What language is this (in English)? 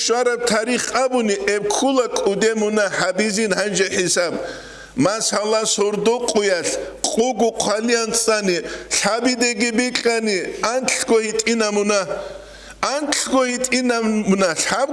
Avaric